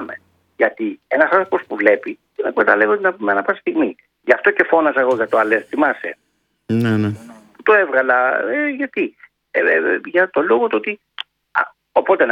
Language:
Greek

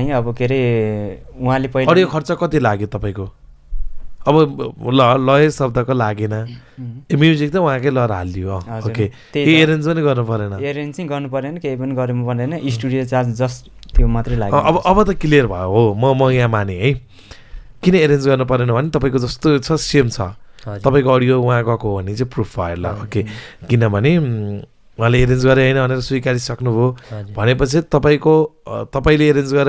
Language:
Nepali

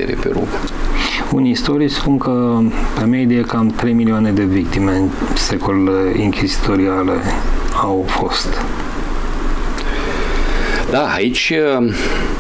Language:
Romanian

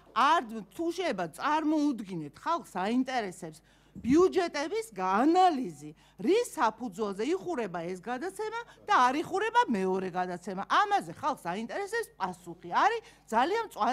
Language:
Georgian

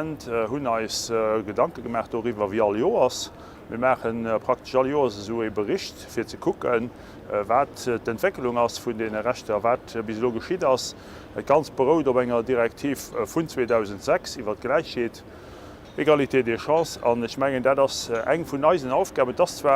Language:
Luxembourgish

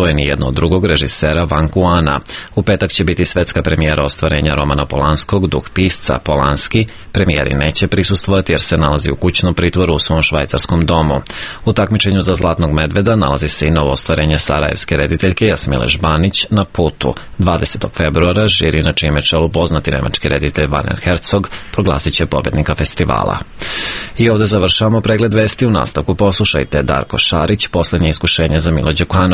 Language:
Serbian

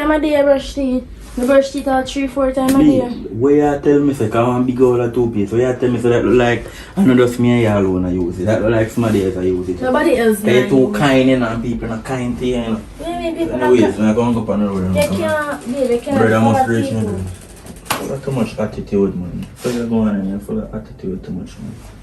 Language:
Jamaican Creole English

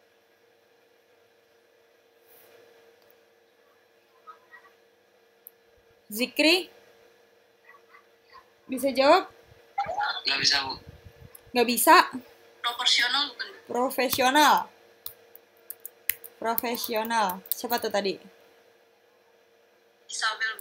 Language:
Indonesian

